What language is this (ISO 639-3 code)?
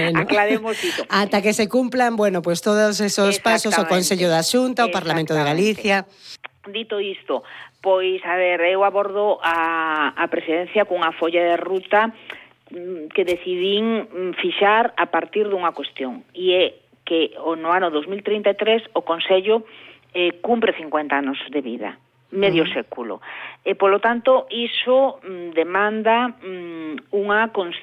glg